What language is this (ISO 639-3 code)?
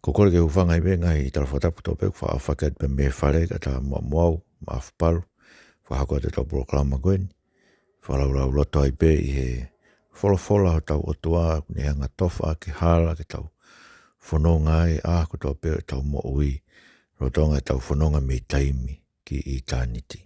ton